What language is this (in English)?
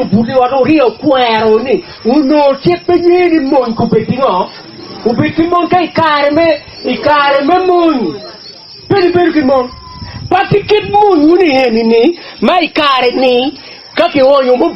Acoli